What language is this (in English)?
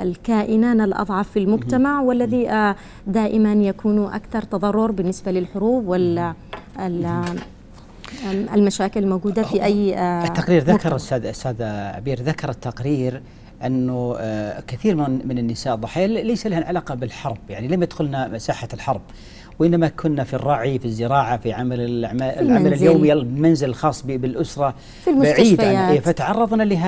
Arabic